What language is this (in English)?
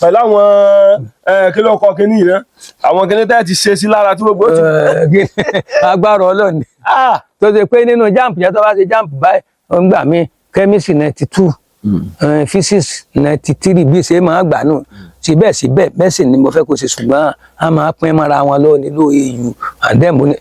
Yoruba